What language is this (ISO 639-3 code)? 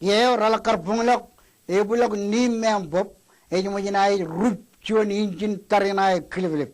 mah